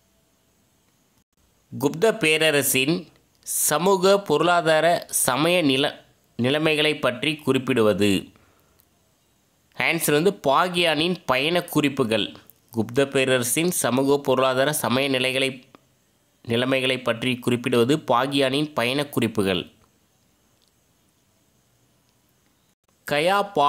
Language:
Tamil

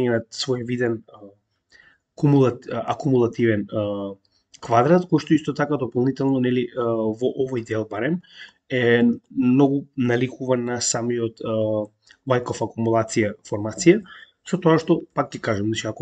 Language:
Macedonian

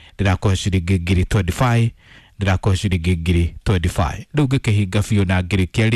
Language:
Kikuyu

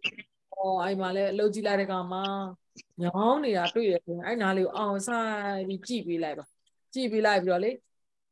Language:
Burmese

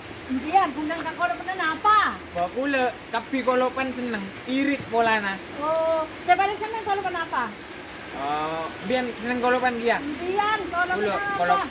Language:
Madurese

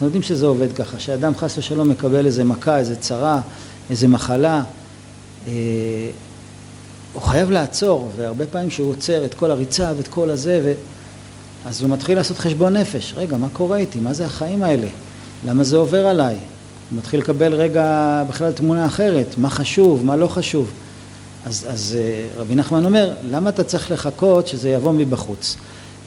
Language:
Hebrew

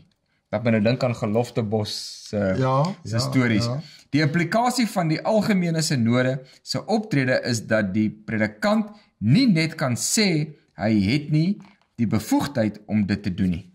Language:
Afrikaans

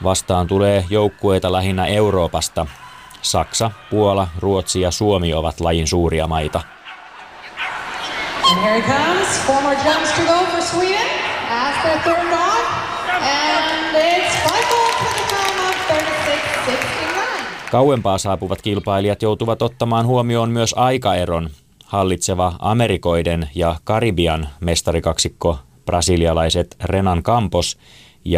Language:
Finnish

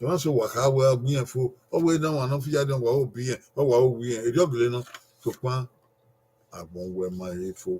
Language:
Bini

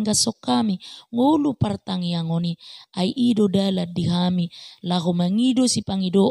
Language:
Batak Toba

